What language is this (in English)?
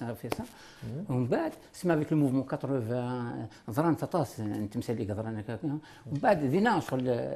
Kabyle